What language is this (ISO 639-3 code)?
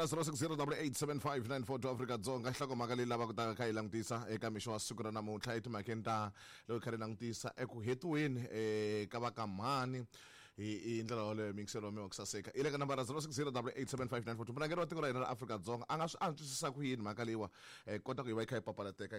tso